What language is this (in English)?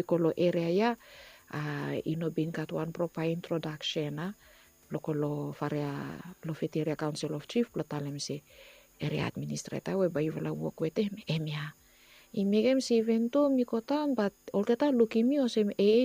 Bislama